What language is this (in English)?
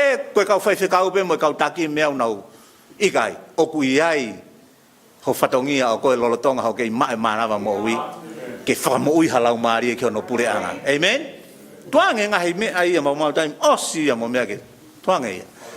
Tongan